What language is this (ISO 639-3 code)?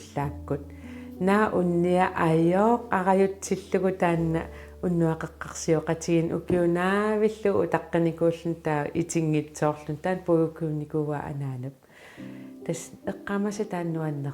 kal